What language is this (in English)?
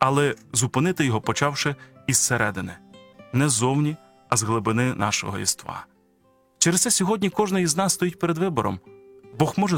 Ukrainian